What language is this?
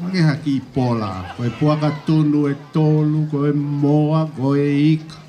Tongan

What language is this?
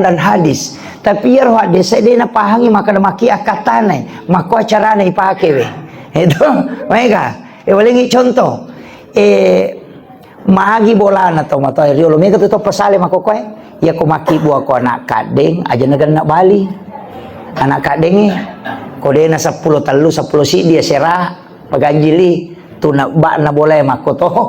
Buginese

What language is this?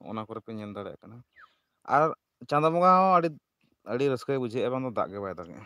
Santali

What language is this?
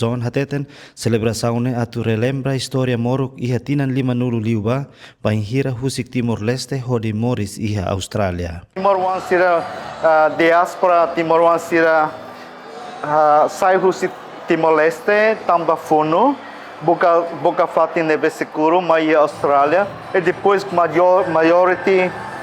Tetum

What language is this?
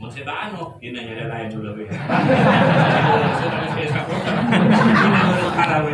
Madurese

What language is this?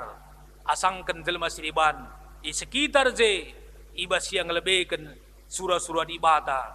Batak Karo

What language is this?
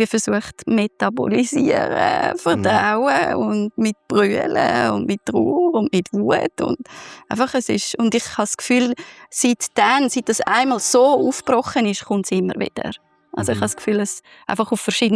Swiss German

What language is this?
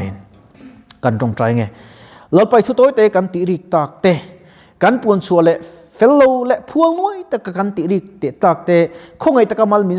Mizo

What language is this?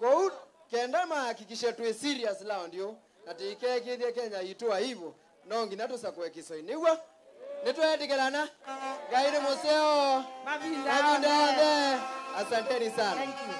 Kamba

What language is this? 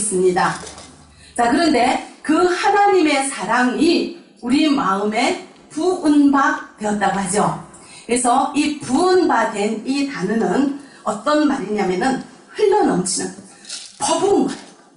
Korean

